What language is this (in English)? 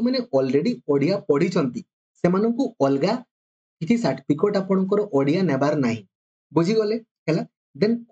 Odia